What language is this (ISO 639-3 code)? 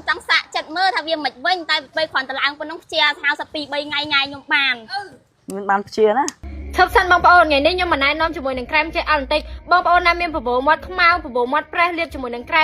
khm